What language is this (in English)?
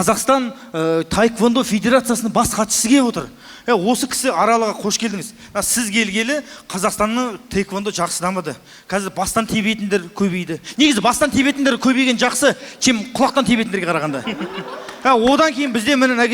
Kazakh